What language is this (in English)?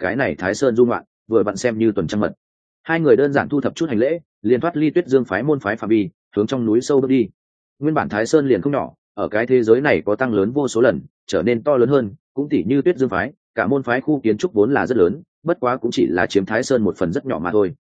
Vietnamese